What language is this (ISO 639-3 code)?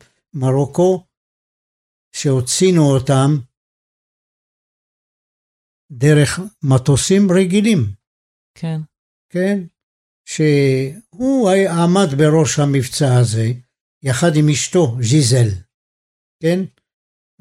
heb